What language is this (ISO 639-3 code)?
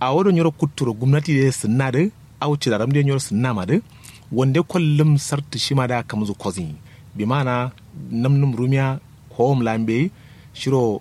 kau